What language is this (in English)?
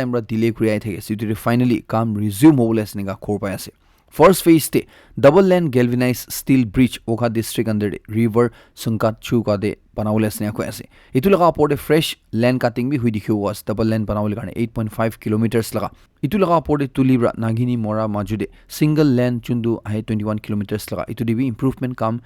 Naga Pidgin